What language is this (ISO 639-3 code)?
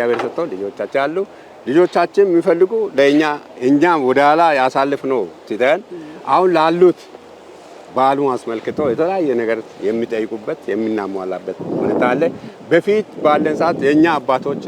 amh